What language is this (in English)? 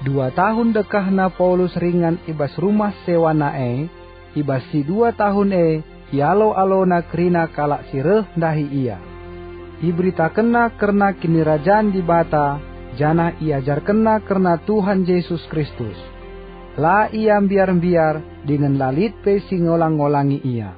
Batak Karo